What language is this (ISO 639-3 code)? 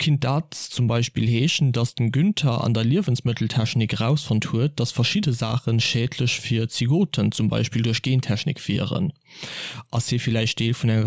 ltz